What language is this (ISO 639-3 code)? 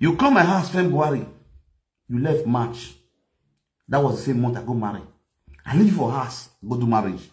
pcm